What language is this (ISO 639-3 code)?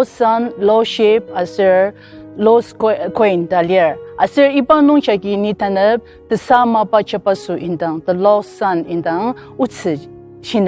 njo